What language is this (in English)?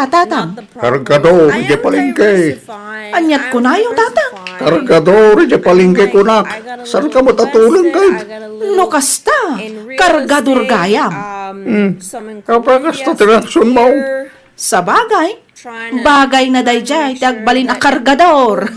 Iloko